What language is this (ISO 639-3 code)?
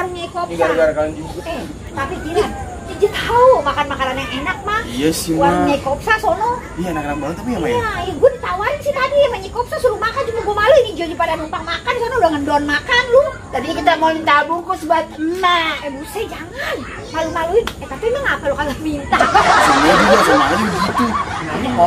bew